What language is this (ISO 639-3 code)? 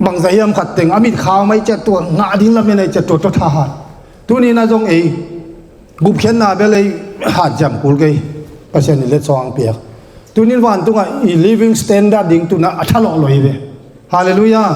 ctd